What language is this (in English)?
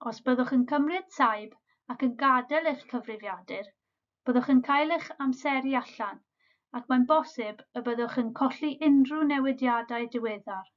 Welsh